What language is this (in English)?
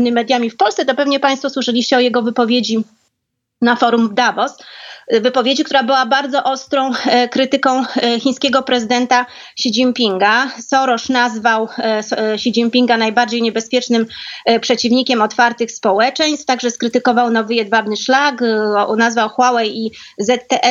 Polish